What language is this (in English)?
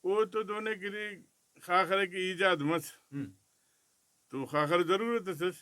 Brahui